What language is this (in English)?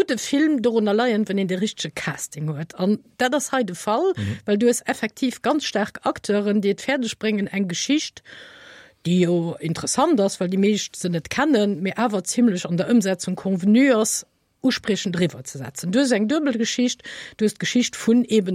Luxembourgish